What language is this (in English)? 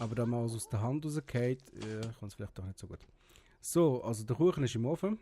Swiss German